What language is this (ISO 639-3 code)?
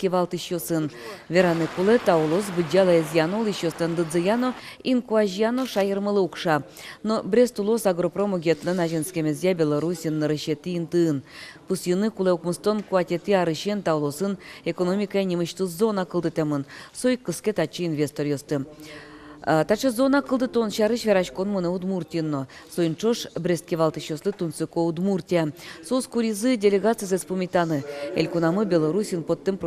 udm